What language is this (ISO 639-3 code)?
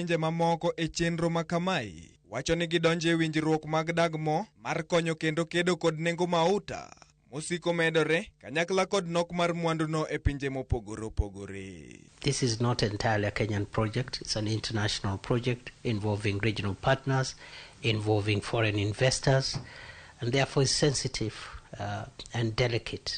luo